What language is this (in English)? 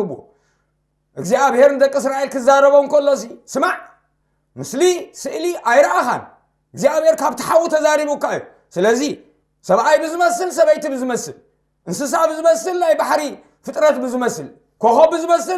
Tigrinya